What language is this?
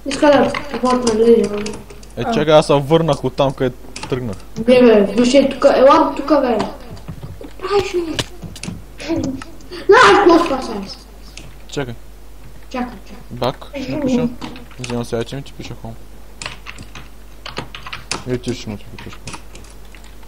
Bulgarian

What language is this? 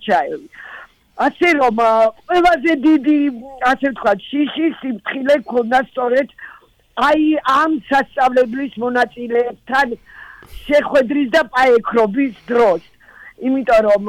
Georgian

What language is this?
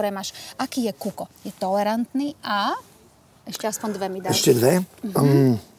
Slovak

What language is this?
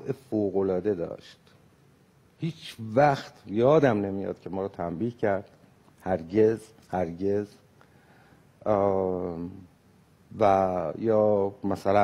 Persian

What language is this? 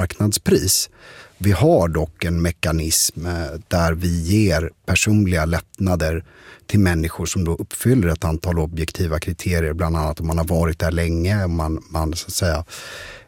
Swedish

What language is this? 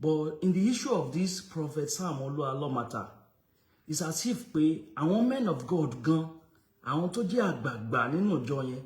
Yoruba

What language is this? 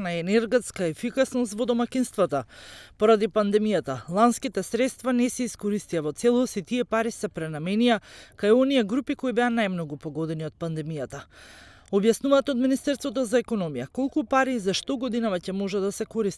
Macedonian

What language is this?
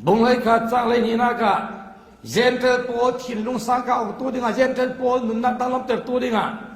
Falam Chin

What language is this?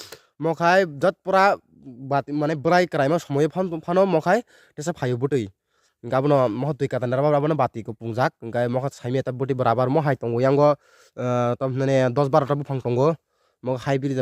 Kok Borok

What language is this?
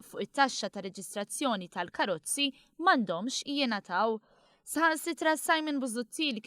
Maltese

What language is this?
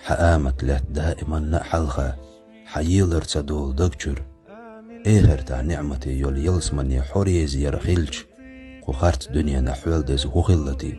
Chechen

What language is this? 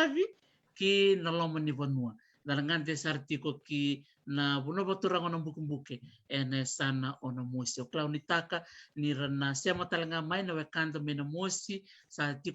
Fijian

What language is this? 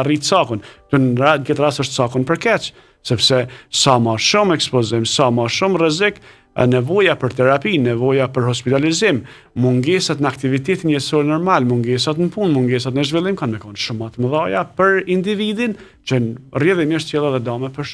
Albanian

